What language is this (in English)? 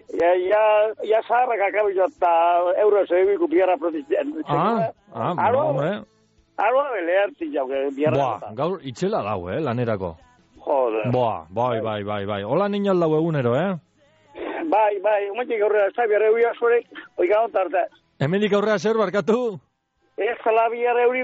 Basque